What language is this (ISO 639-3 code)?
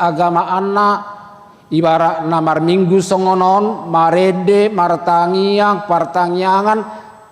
bbc